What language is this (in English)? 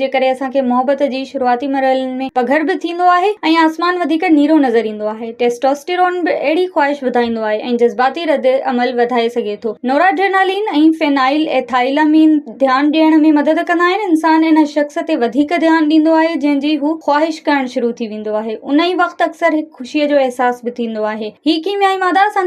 Sindhi